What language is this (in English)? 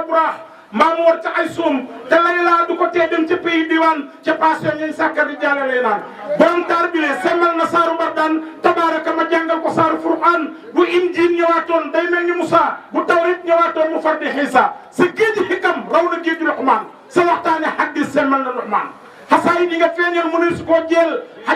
Wolof